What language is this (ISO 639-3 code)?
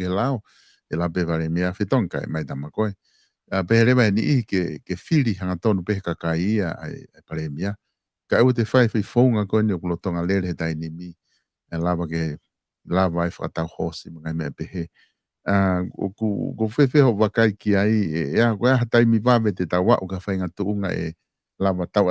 ton